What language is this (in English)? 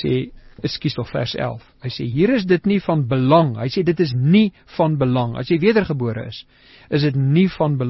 Afrikaans